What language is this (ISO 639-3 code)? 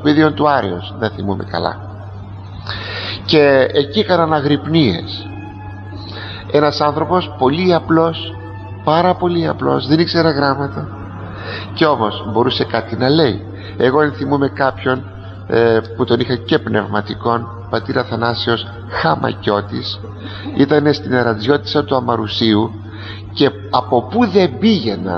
ell